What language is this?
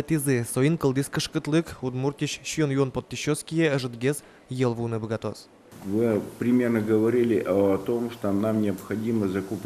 Udmurt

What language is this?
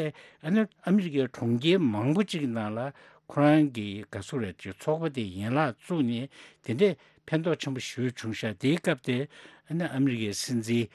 Tibetan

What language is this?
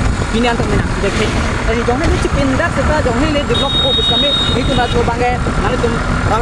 Karbi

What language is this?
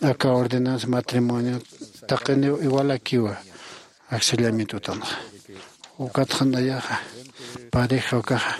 Aymara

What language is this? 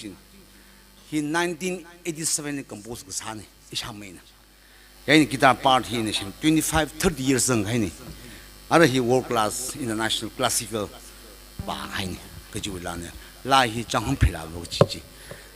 Tangkhul Naga (India)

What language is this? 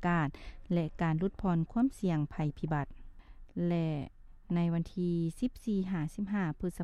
Lao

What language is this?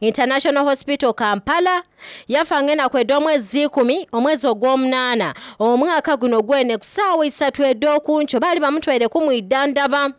Soga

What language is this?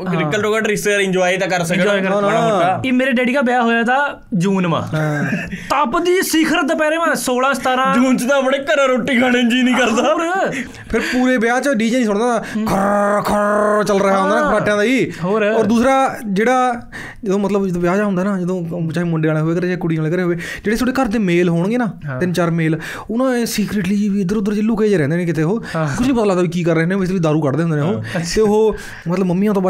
Punjabi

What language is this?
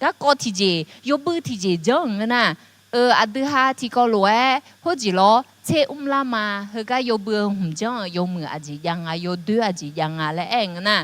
Akha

